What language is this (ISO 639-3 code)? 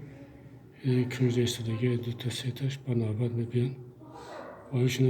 tgk